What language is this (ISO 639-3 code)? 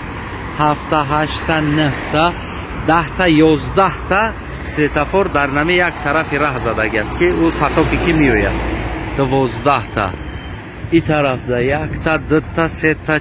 tgk